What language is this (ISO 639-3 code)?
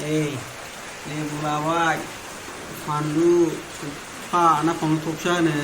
brx